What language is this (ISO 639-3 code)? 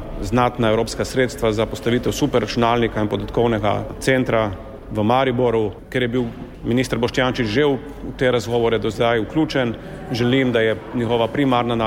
slv